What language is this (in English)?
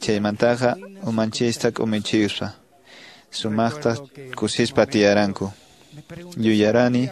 Quechua